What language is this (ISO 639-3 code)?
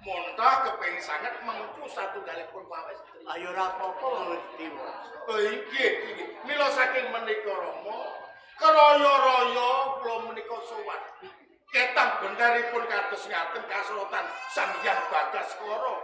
jav